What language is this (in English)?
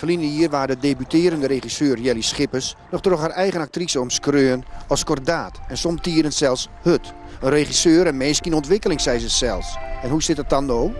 Western Frisian